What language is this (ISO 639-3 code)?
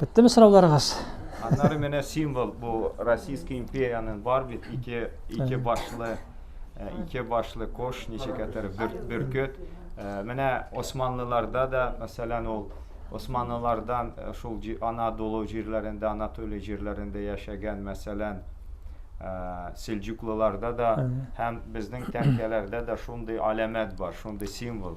tat